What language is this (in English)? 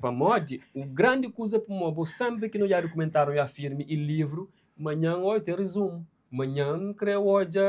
Kabuverdianu